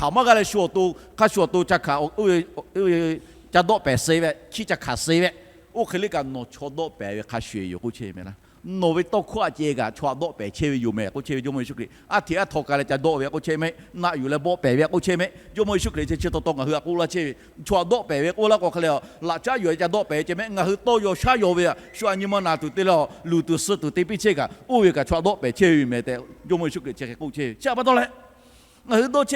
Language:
Lahu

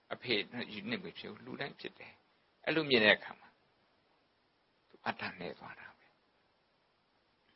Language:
Burmese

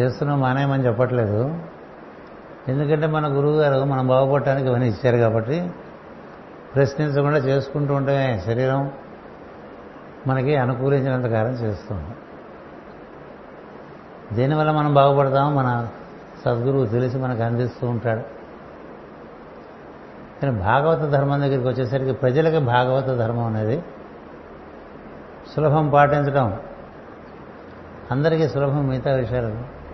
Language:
Telugu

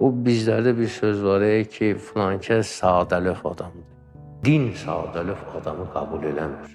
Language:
Azerbaijani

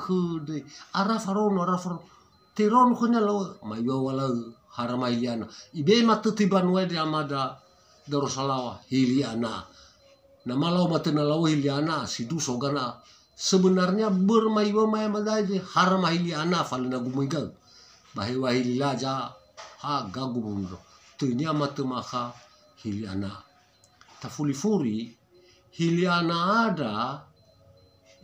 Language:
Nias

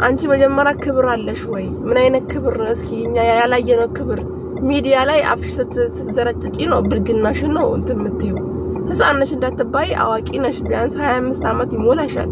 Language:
Amharic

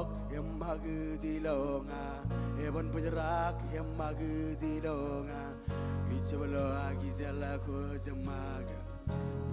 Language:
Marshallese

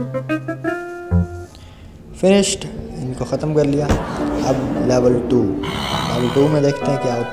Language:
Hindi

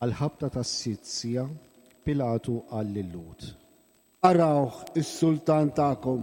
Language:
Maltese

